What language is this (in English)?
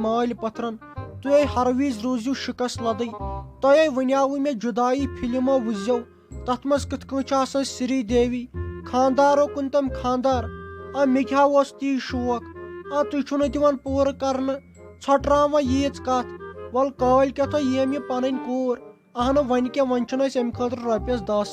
Kashmiri